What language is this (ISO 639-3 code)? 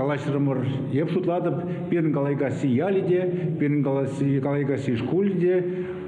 chv